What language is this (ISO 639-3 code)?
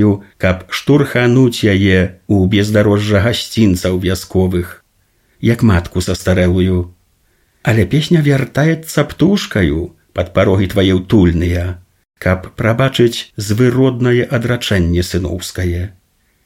bel